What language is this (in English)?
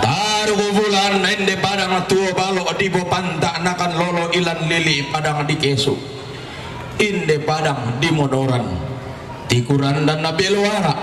Toraja-Sa'dan